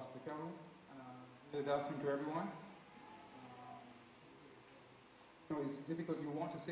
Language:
English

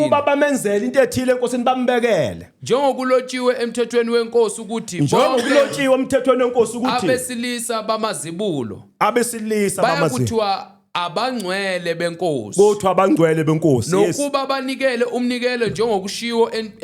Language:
Zulu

